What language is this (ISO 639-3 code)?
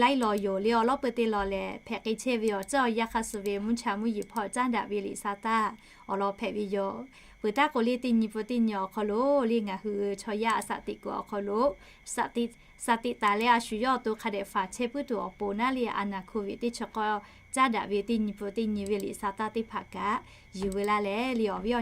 lhu